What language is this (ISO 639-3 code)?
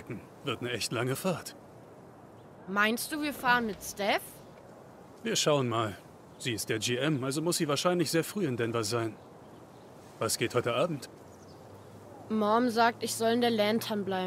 deu